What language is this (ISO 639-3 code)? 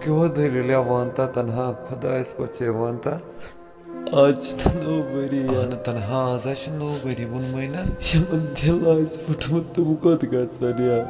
kas